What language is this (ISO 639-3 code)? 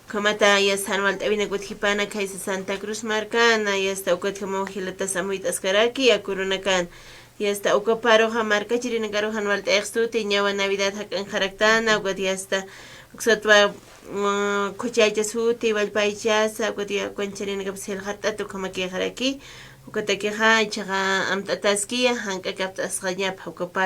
aym